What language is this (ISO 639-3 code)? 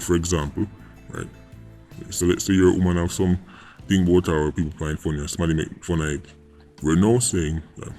jam